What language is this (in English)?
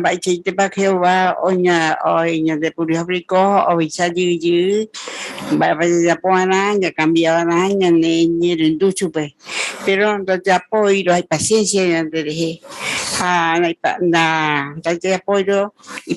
Guarani